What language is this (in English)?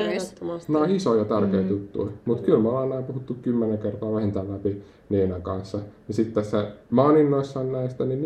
Finnish